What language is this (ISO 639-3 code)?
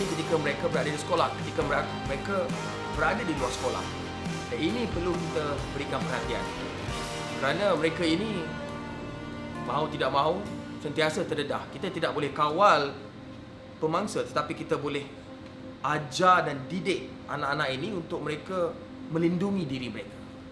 msa